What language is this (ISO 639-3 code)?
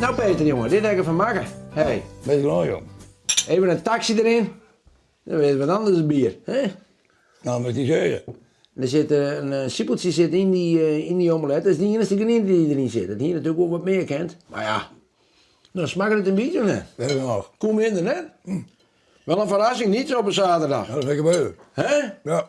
fry